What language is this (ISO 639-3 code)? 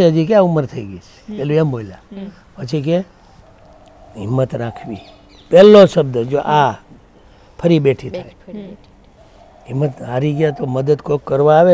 guj